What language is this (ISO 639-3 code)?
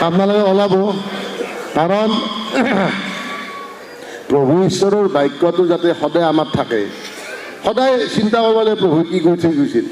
asm